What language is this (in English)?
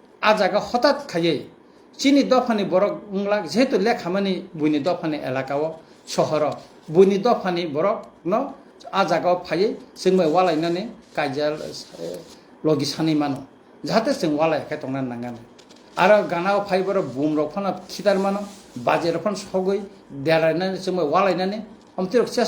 Kok Borok